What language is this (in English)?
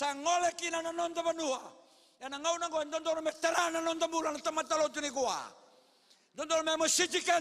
Fijian